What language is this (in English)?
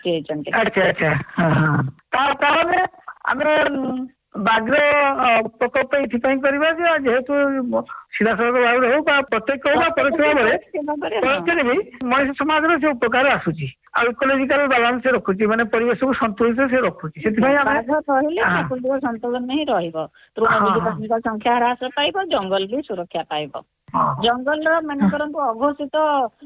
Odia